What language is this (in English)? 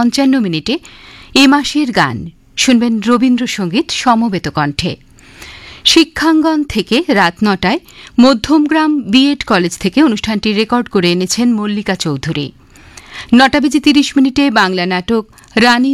Bangla